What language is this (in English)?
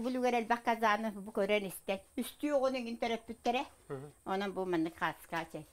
Yakut